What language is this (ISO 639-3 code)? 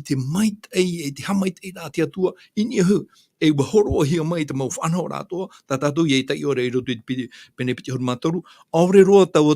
tah